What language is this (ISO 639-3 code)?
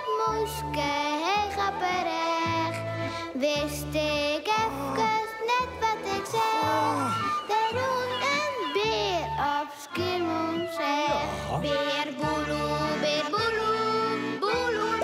fry